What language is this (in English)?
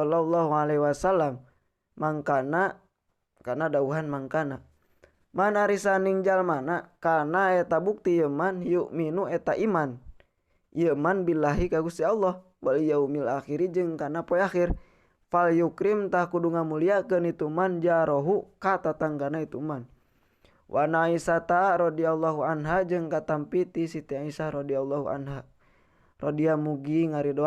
Sundanese